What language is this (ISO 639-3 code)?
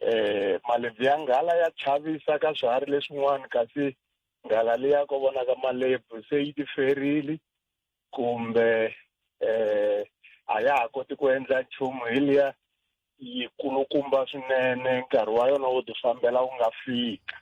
tso